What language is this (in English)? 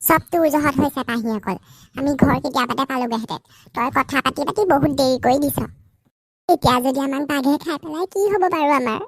Assamese